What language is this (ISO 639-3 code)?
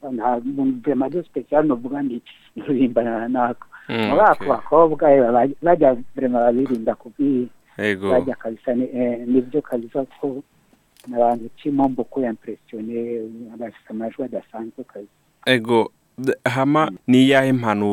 run